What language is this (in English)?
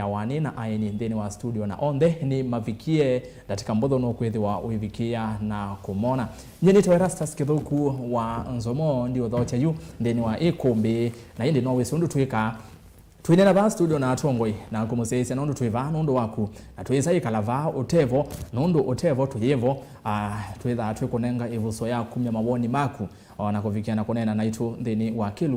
Kamba